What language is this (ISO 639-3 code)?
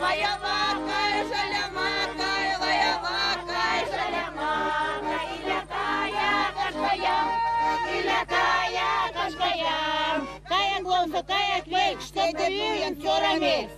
myv